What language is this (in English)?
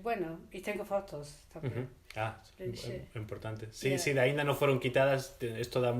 Ladino